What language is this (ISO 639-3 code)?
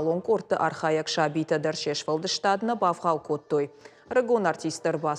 oss